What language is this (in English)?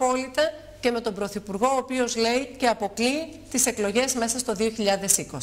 Greek